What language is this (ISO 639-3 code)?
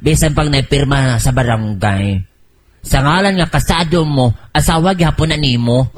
ceb